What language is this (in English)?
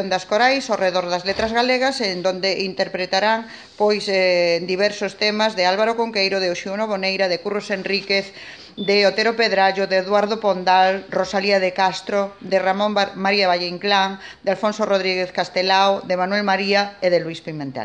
Galician